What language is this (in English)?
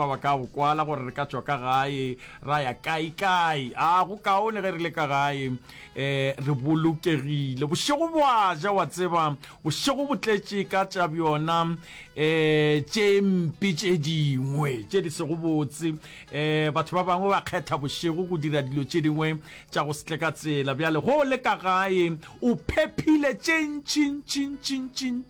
Northern Sotho